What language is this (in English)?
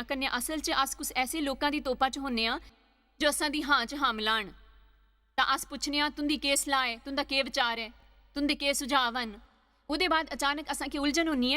Dogri